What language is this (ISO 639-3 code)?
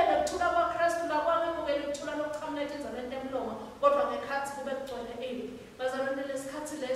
ssw